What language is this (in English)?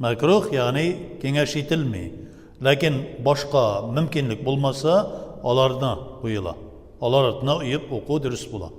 Tatar